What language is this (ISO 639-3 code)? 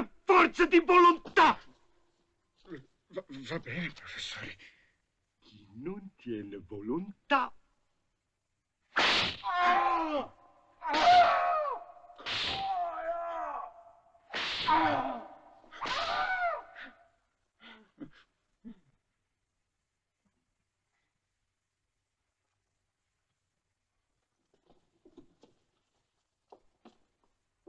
ita